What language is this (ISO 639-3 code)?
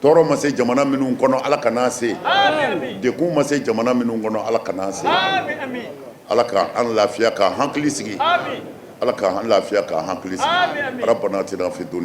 bam